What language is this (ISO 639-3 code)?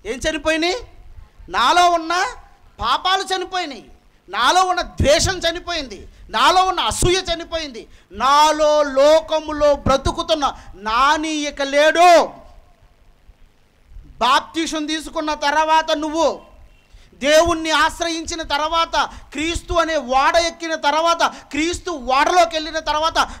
tel